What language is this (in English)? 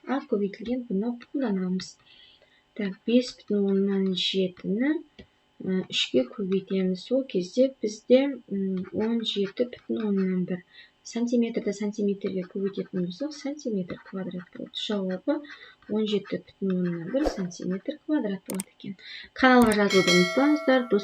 Kazakh